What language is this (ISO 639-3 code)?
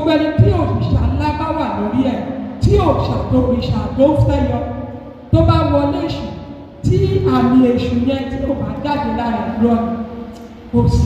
yor